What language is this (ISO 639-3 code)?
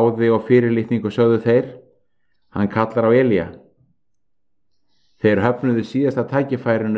isl